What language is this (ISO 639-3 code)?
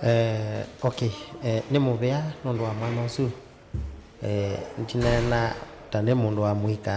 kam